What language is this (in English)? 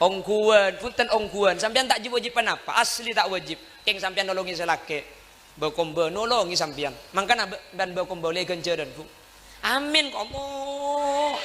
Madurese